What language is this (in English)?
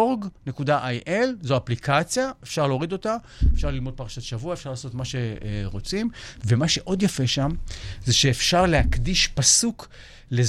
Hebrew